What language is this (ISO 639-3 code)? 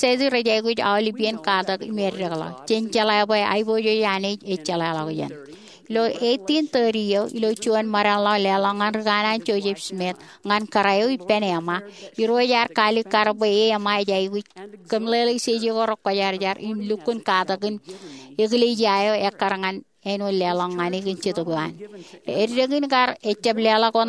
mah